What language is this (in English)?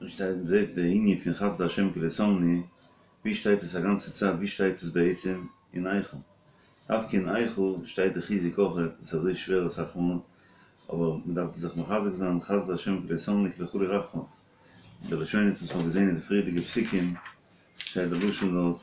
Yiddish